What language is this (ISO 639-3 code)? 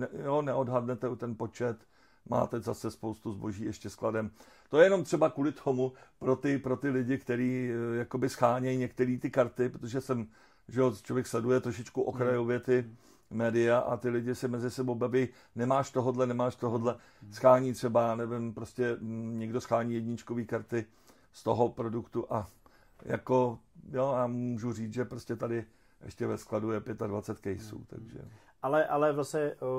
ces